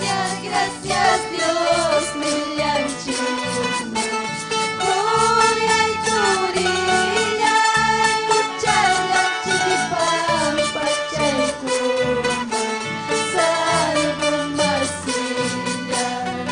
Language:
Ayacucho Quechua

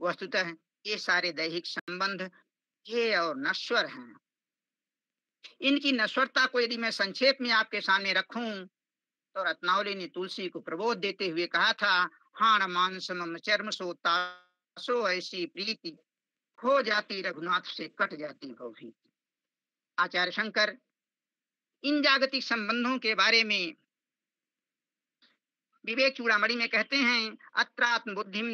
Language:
Hindi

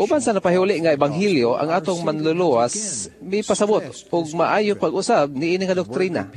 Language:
Cebuano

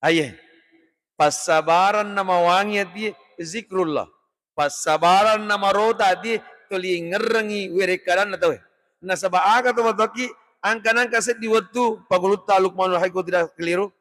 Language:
Buginese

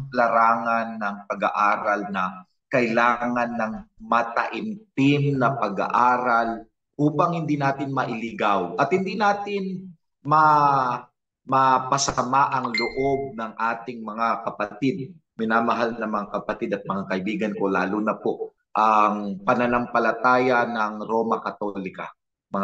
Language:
Filipino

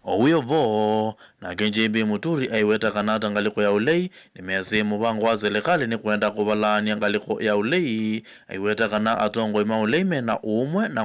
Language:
Kamba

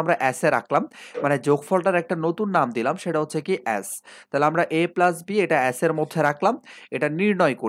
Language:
Bangla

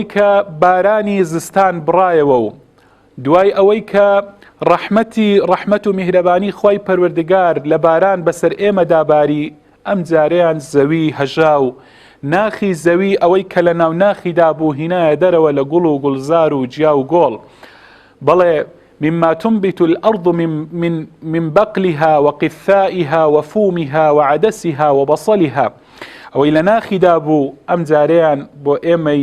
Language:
Central Kurdish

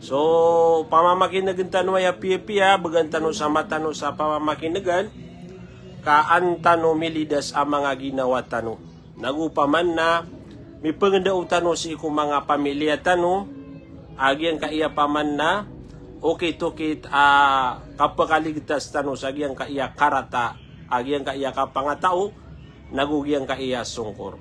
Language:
Maranao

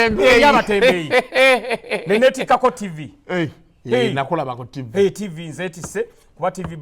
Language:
Ganda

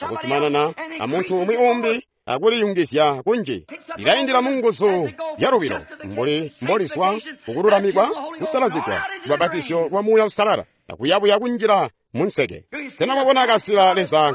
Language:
Tonga (Zambia)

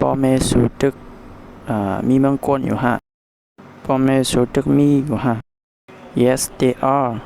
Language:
Shan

